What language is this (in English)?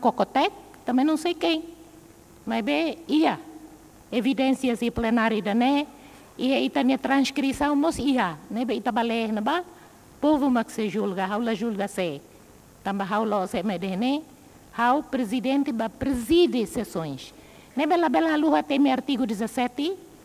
Tetum